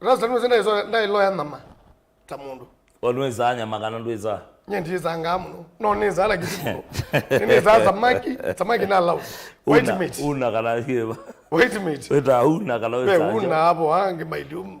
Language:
Kamba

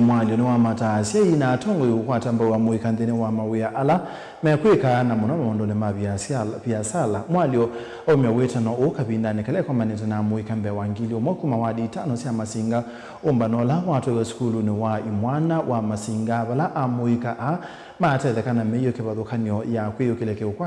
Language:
Kamba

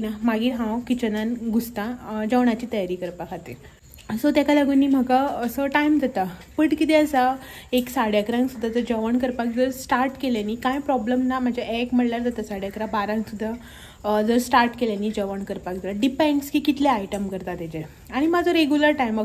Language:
Konkani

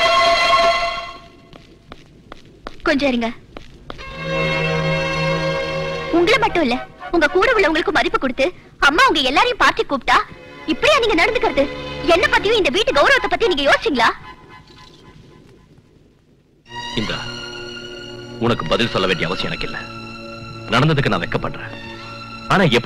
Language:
Tamil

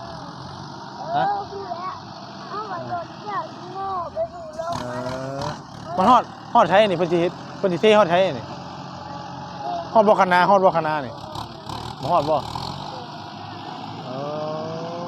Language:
Northeastern Thai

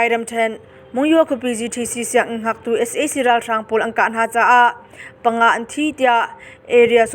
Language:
Hakha Chin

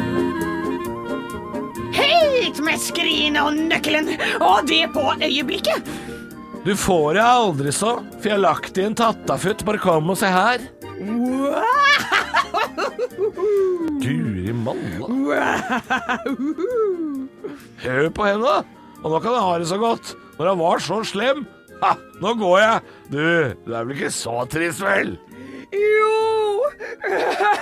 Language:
Norwegian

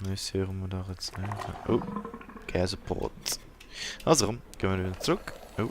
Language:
Swiss German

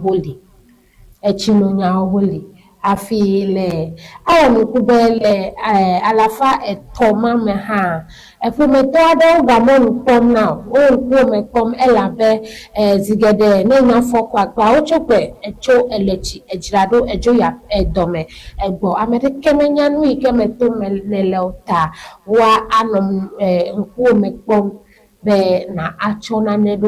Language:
Ewe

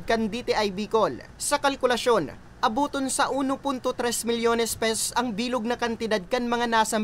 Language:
Bikol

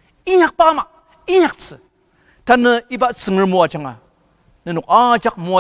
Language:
Ao Naga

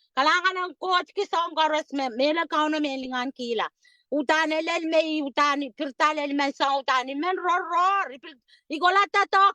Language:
Pohnpeian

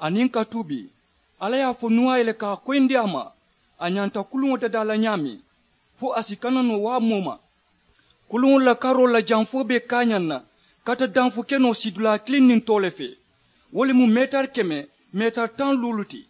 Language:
Mandingo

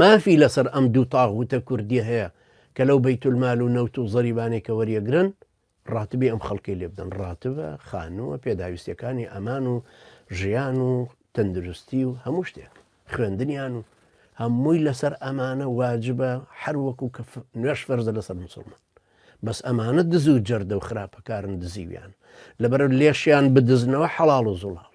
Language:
Central Kurdish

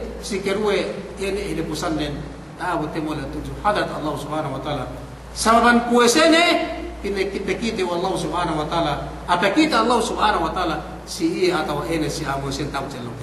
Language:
Yakan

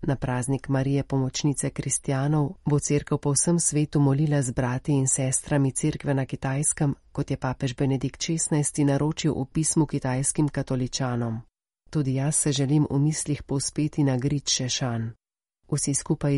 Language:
Slovenian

